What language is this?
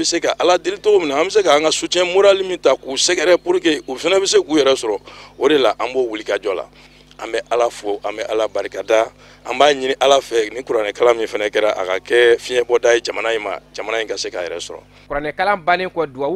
Bambara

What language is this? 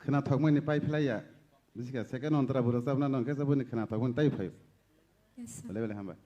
Kok Borok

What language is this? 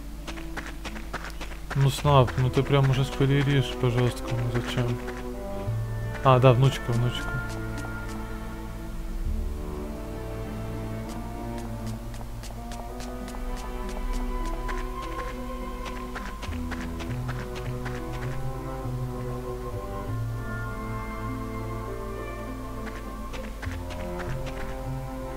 Russian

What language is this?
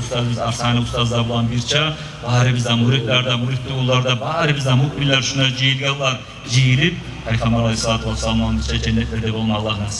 Kumyk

